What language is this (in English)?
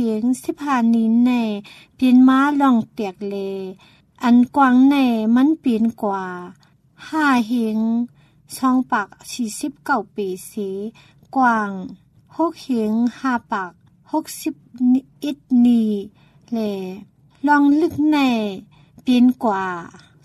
Thai